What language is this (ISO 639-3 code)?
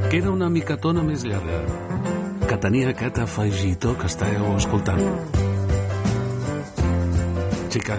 cat